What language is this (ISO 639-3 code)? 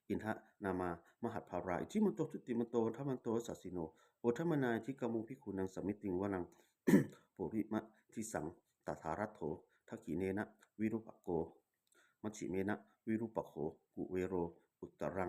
pli